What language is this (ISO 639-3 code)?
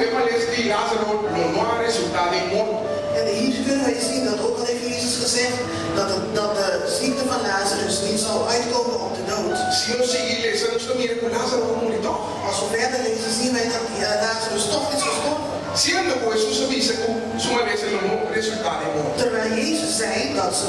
pap